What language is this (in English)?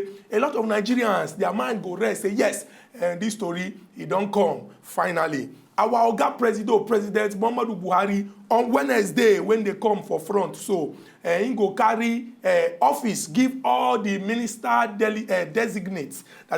Nigerian Pidgin